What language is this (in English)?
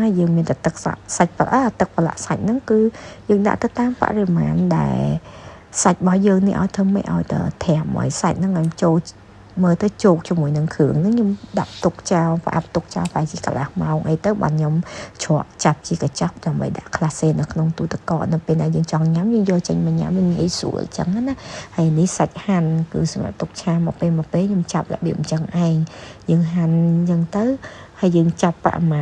Khmer